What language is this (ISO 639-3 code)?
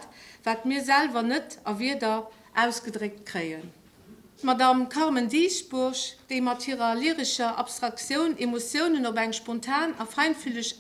ltz